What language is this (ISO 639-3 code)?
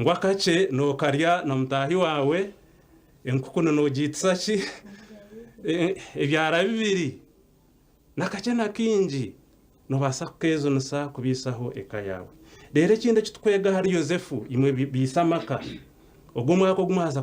nyn